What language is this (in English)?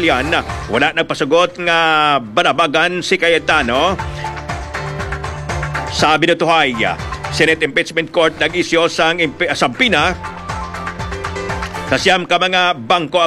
Hiligaynon